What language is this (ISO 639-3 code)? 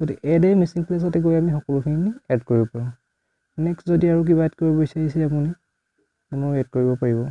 asm